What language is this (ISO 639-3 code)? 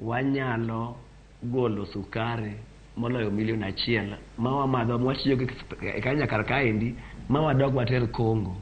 luo